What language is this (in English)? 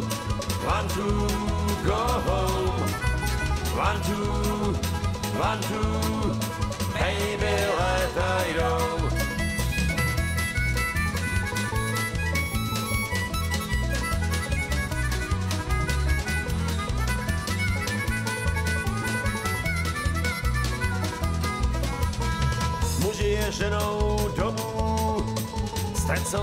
Czech